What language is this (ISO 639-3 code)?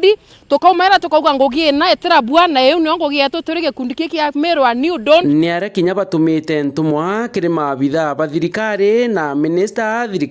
mer